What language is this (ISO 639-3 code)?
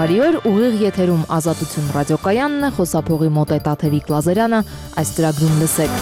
hye